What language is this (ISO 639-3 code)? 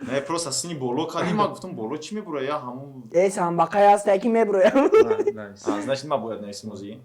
tgk